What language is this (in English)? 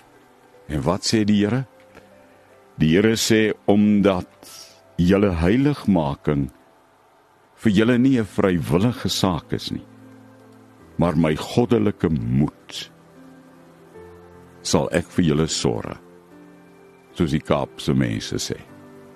Afrikaans